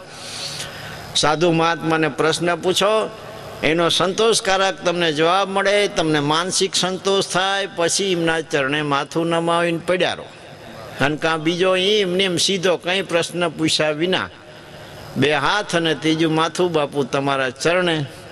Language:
Gujarati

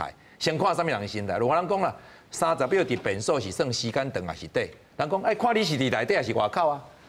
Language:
Min Nan Chinese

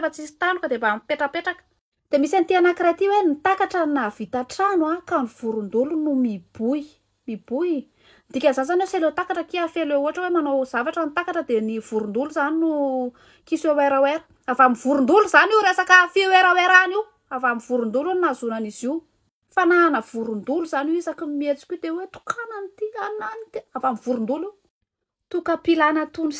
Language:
Malagasy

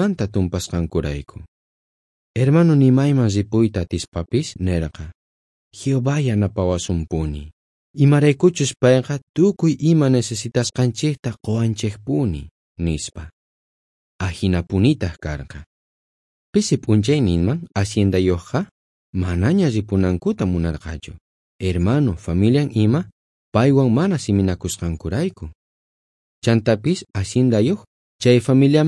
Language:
South Bolivian Quechua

